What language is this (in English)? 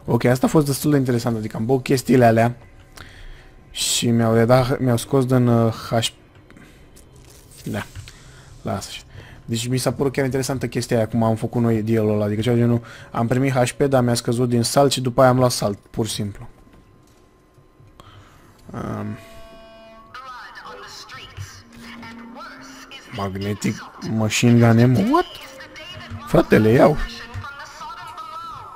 Romanian